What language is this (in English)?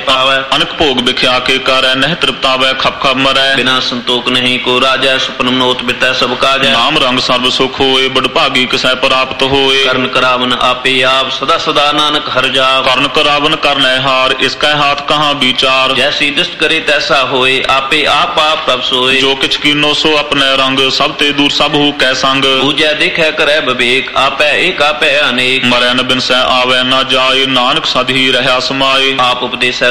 Punjabi